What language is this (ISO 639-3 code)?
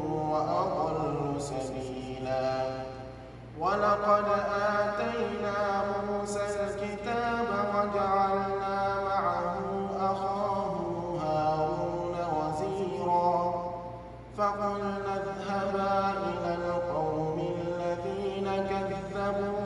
ara